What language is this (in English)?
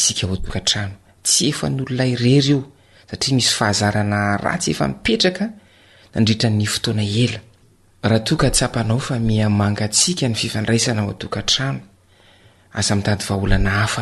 Malagasy